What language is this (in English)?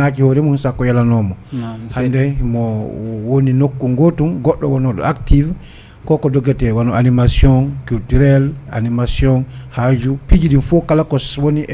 Fula